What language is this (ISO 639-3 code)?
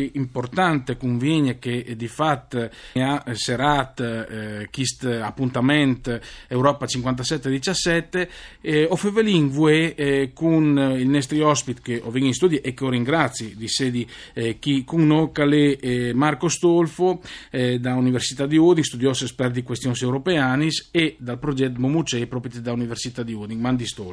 fur